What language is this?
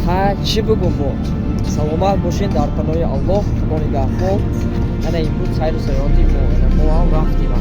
Tajik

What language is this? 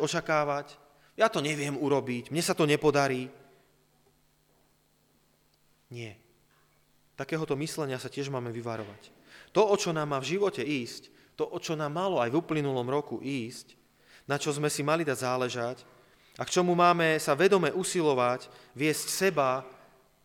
Slovak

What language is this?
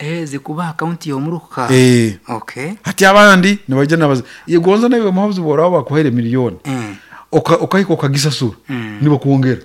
Nyankole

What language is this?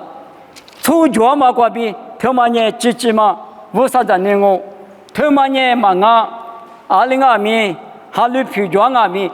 Lisu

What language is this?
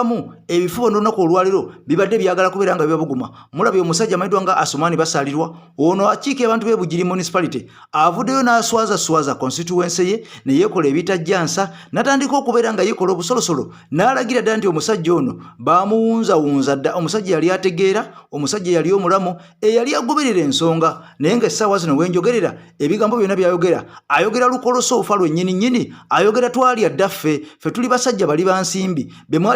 Ganda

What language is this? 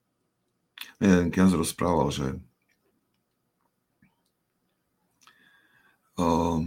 Slovak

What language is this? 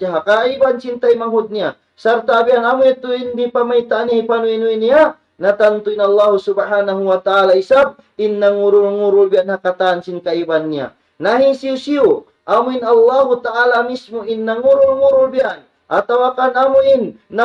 Tausug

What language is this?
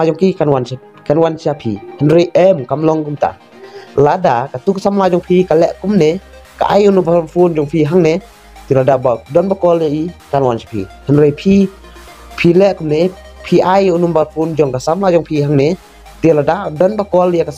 Khasi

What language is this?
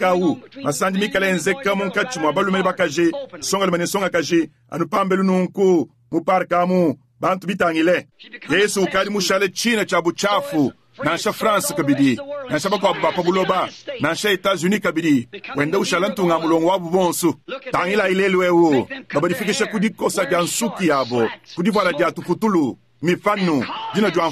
Luba-Lulua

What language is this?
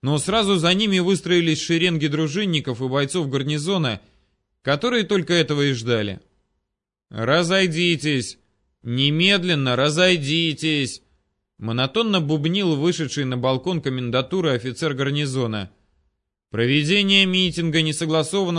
Russian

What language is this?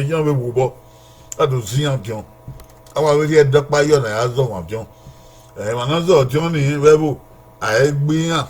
Bini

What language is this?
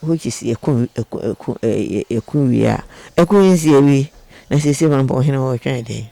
Akan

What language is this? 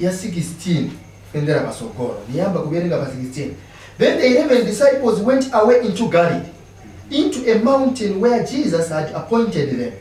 Nyanja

